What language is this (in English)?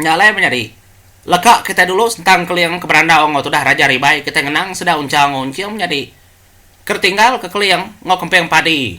Iban